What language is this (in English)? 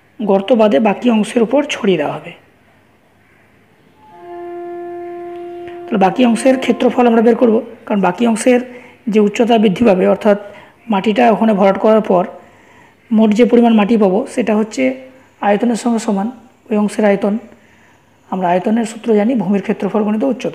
Bangla